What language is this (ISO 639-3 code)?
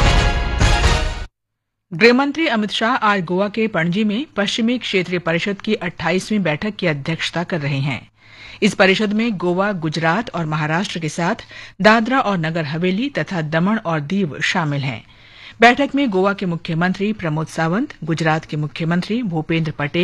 hin